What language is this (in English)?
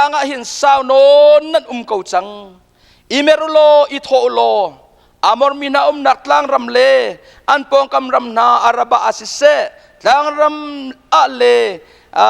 Hakha Chin